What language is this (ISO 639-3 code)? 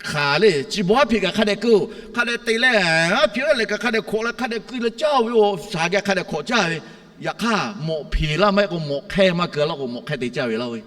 lhu